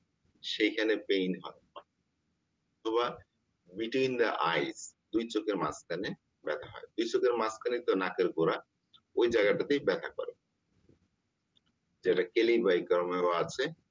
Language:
Bangla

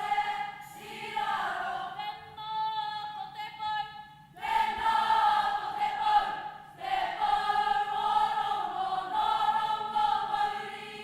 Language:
Māori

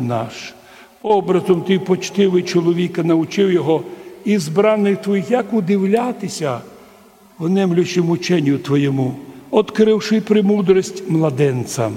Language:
Rusyn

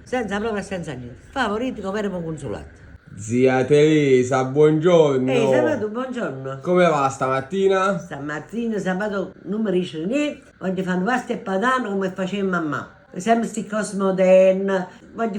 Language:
Neapolitan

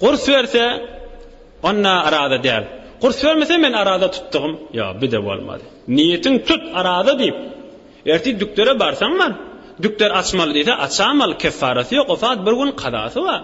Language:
Turkmen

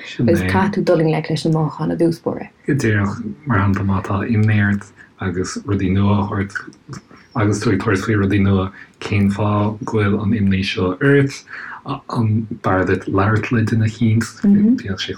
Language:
Irish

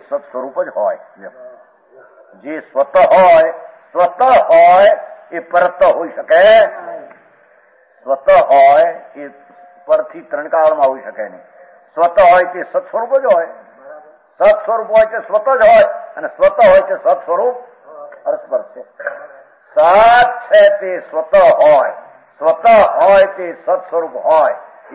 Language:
Gujarati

